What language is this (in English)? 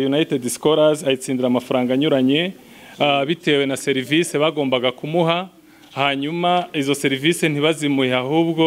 Kinyarwanda